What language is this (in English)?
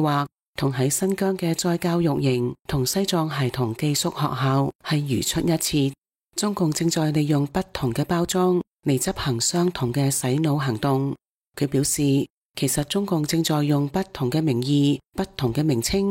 Cantonese